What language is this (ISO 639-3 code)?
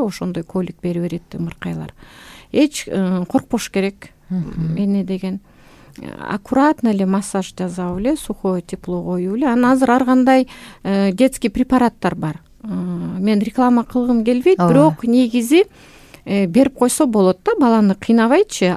kir